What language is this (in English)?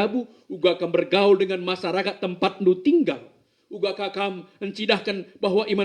Batak Karo